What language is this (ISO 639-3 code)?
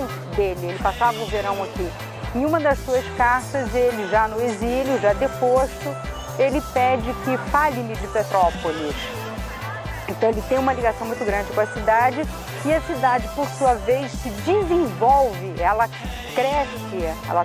por